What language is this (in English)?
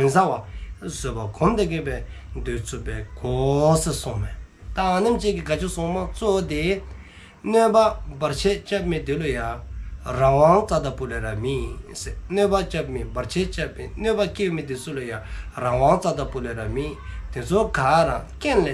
Dzongkha